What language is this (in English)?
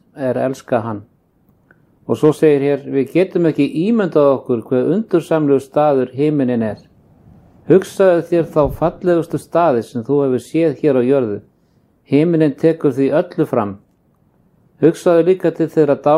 Icelandic